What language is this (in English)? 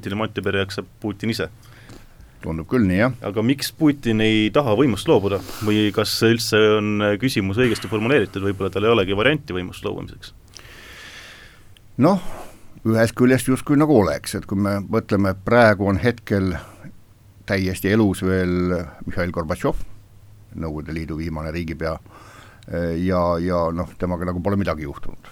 Estonian